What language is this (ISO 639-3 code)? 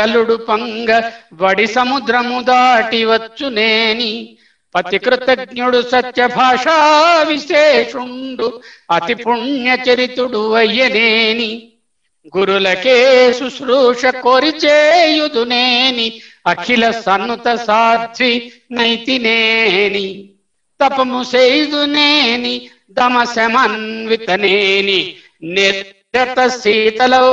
tel